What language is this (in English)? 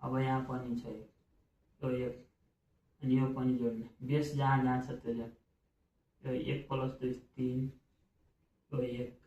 Nepali